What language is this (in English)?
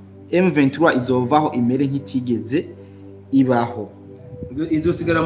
Rundi